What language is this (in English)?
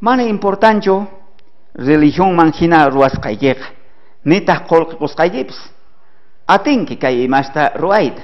South Bolivian Quechua